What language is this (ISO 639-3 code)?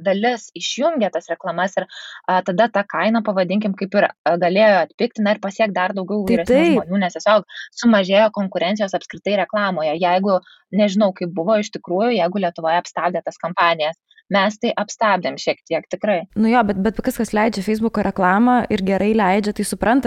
lit